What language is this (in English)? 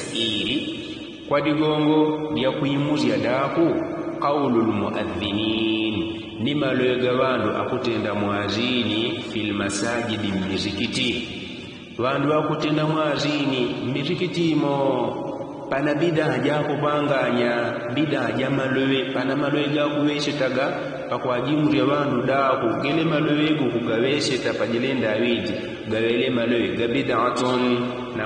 Yao